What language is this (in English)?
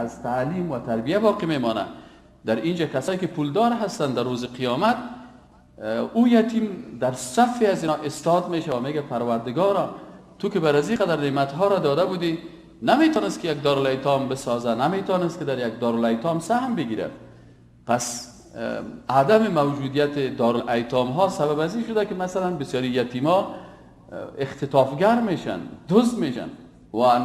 Persian